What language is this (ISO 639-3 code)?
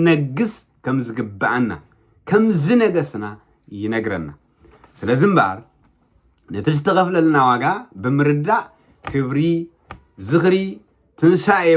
tir